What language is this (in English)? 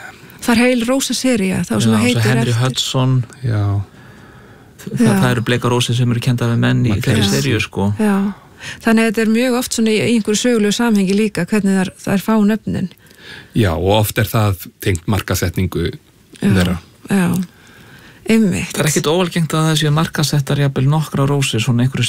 Icelandic